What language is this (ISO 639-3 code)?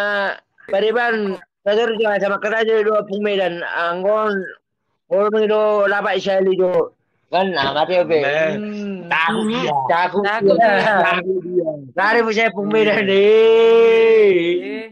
bbc